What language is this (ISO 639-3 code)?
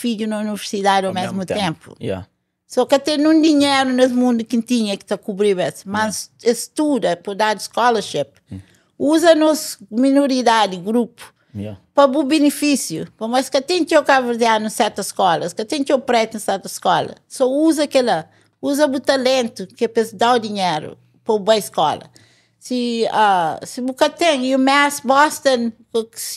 kea